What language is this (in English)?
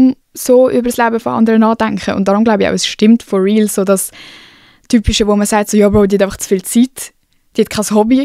Swiss German